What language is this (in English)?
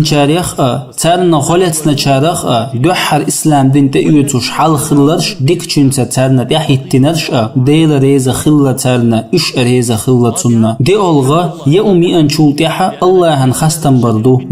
Chechen